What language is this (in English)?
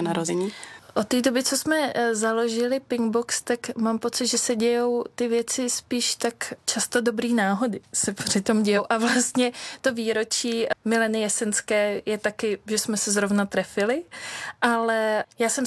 Czech